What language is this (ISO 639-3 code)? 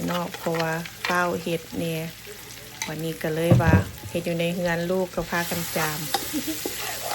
lao